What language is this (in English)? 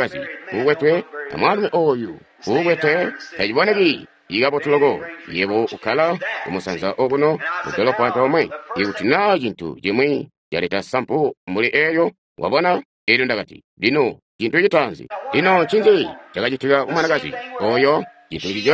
Tonga (Zambia)